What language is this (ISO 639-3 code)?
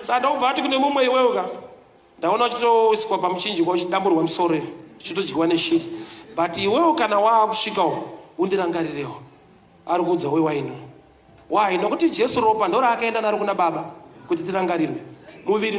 sna